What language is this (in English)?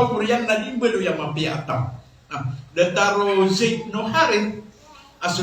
Maranao